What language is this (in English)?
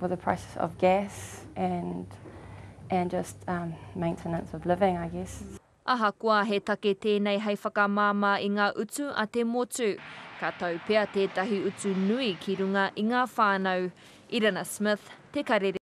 Māori